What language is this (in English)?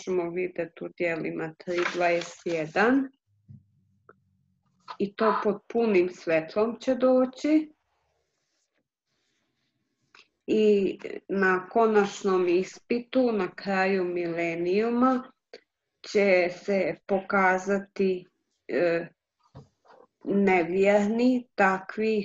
Croatian